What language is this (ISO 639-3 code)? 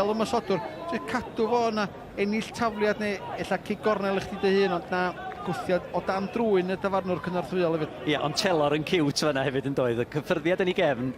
cym